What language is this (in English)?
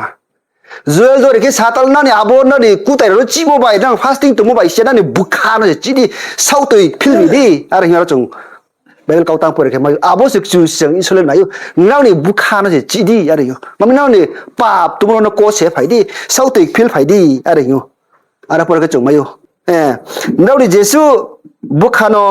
Riang (India)